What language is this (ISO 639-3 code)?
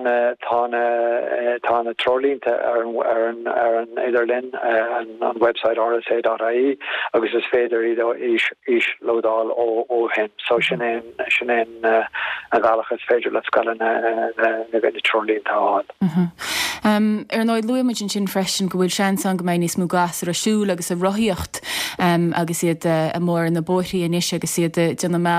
gle